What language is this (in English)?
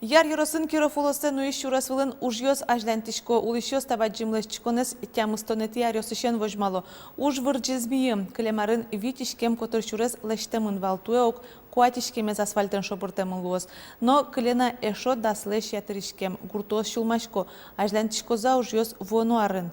Udmurt